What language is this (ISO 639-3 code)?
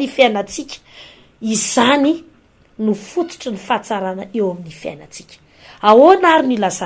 mlg